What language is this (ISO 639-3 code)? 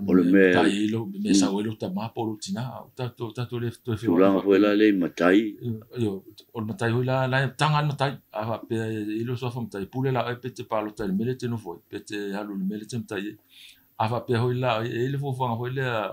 smo